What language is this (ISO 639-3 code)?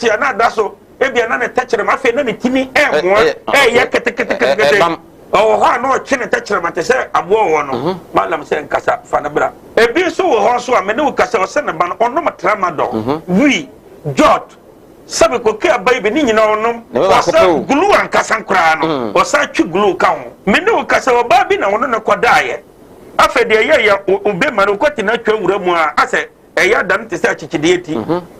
aka